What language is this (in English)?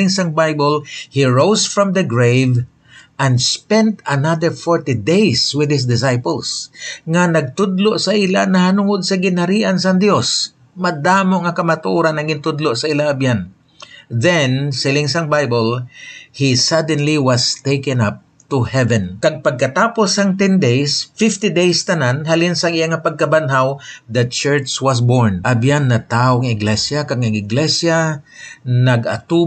Hiligaynon